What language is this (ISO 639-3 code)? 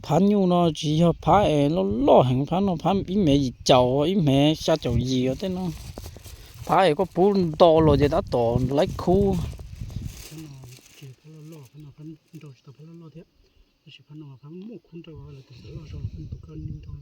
hmn